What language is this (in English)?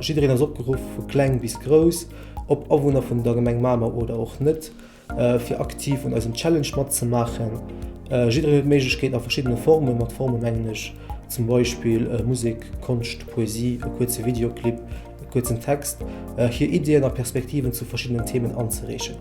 Luxembourgish